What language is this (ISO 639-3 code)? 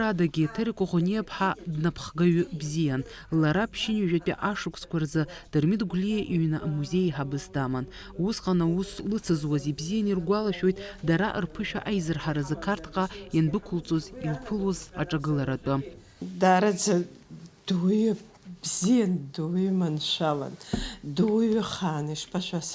abk